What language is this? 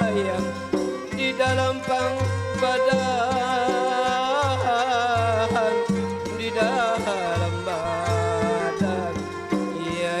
Banjar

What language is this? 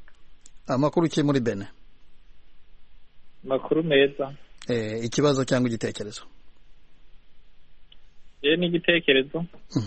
Kinyarwanda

